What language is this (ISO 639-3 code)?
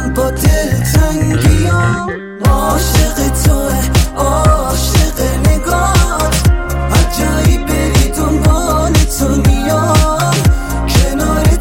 fas